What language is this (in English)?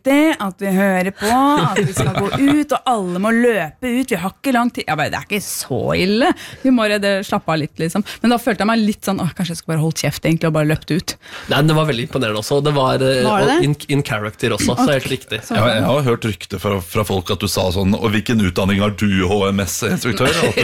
Norwegian